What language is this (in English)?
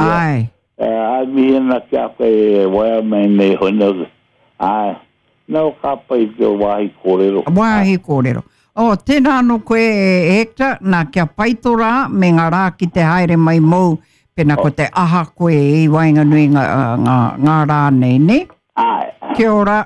Māori